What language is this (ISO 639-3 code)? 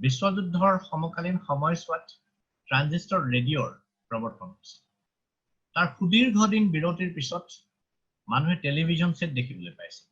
asm